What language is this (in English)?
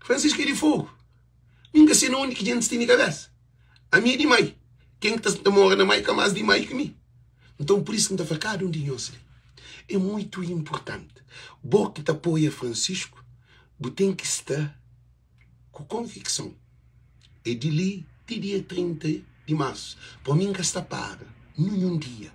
Kabuverdianu